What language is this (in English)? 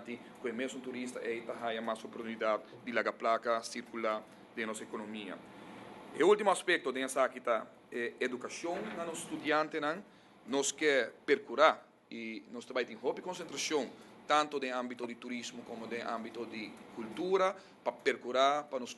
Papiamento